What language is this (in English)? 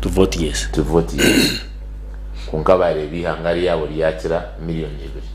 Nyankole